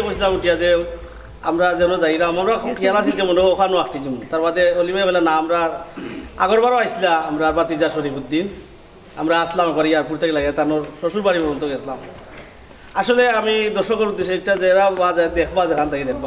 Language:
Sylheti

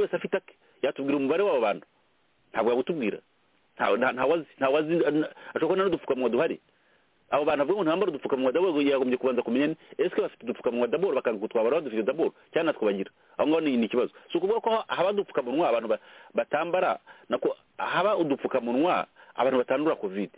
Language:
Kinyarwanda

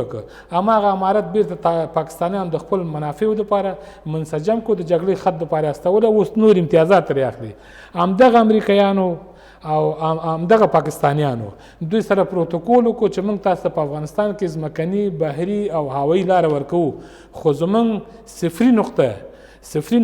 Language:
Pashto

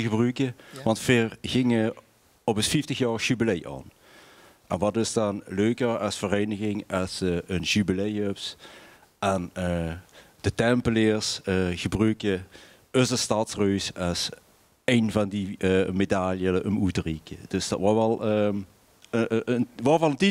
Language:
Limburgish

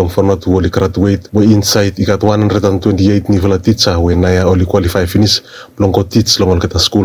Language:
Bislama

